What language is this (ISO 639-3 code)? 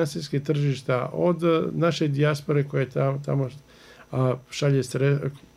bos